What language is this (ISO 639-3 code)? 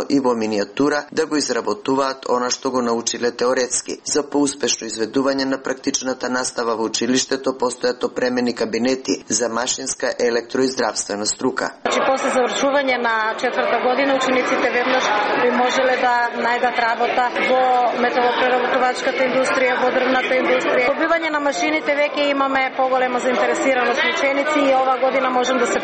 mkd